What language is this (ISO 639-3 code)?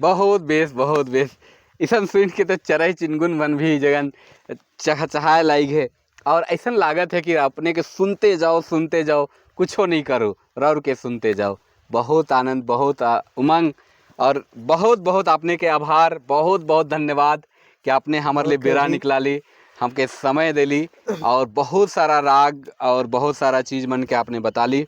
sck